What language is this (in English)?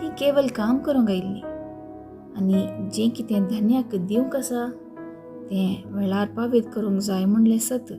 Konkani